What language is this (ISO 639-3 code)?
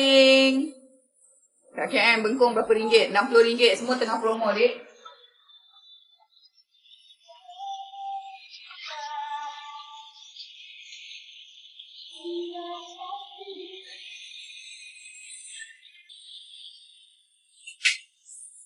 msa